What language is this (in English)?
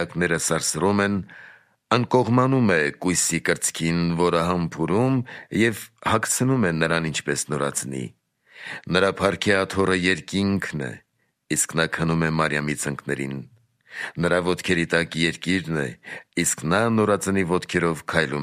Armenian